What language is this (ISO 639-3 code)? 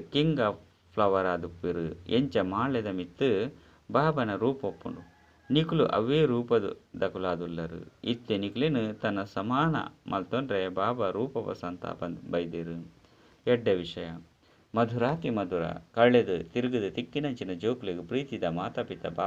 tcy